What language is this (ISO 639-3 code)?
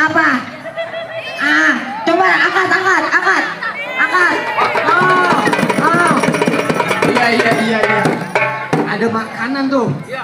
bew